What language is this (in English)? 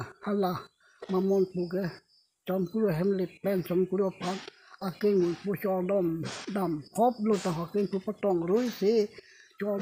Karbi